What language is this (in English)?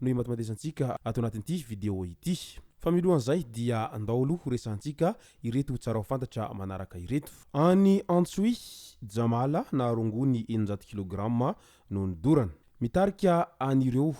Malagasy